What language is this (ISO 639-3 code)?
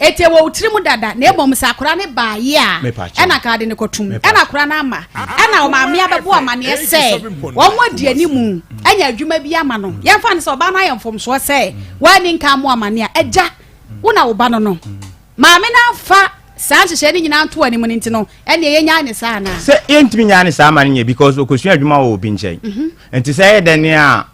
aka